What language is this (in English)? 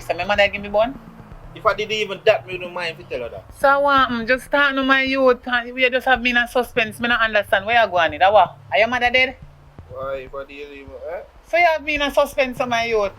Jamaican Creole English